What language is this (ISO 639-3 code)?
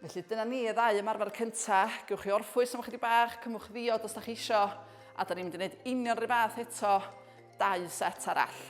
cym